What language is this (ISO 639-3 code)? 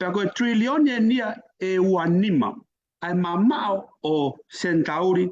ton